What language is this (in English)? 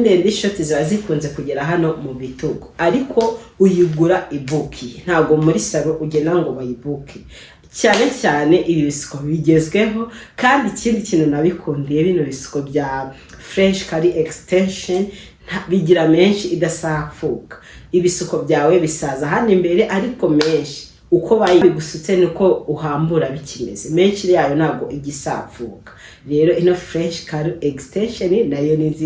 Kinyarwanda